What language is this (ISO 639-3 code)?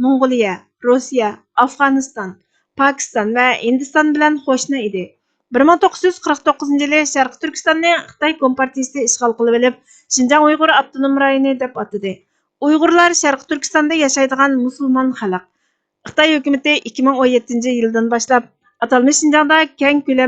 uig